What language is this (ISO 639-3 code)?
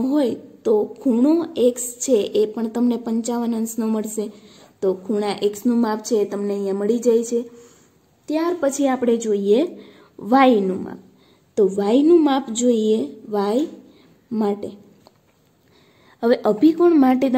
guj